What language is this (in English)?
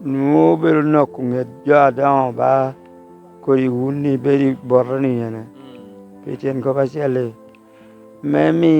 Lango (Uganda)